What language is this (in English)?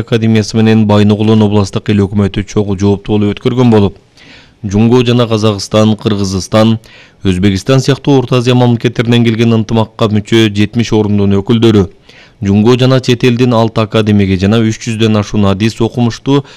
Kyrgyz